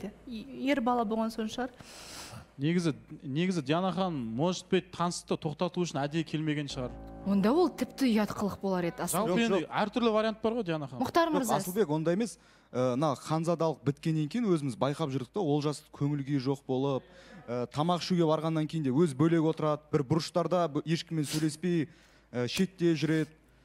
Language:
Kazakh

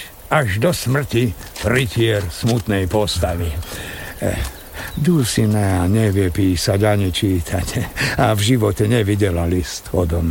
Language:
Slovak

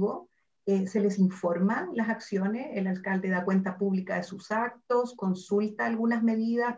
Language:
Spanish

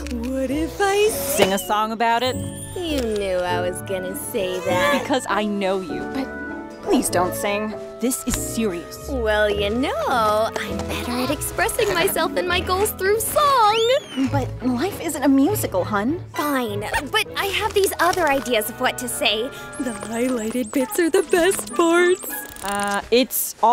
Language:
English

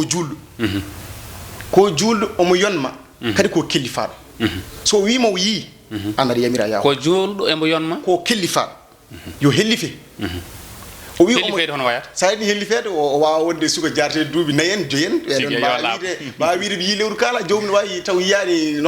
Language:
Fula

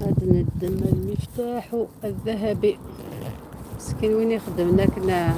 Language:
Algerian Arabic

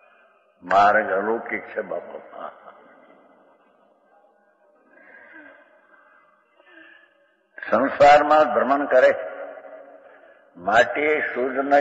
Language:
Gujarati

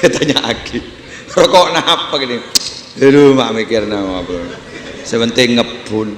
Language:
Madurese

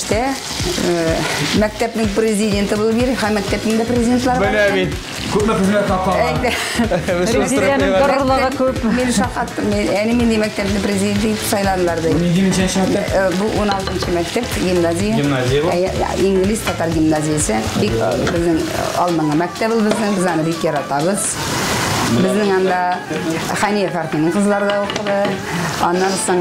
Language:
Tatar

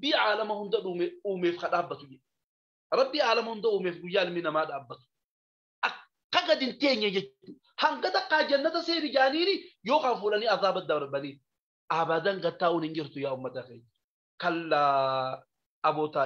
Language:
Oromo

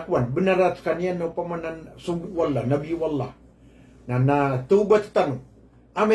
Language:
Maranao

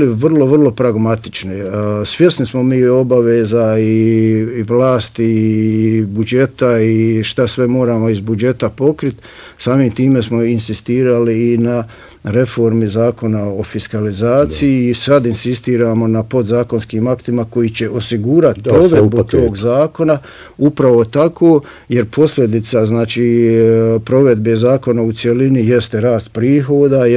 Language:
Bosnian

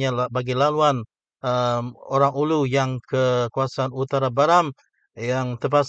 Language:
Malay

